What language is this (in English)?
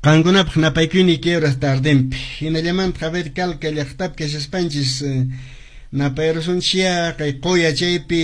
Quechua